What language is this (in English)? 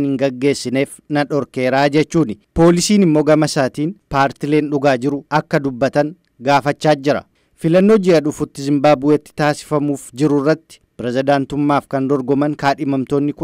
Oromo